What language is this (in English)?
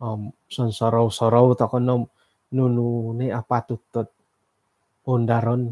Central Dusun